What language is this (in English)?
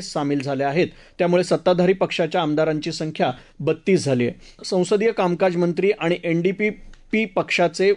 Marathi